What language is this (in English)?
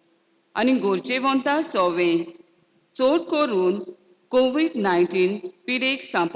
Konkani